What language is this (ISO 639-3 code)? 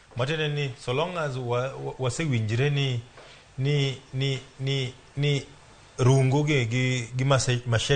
luo